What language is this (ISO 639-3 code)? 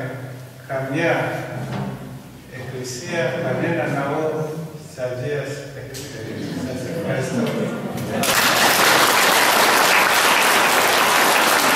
ell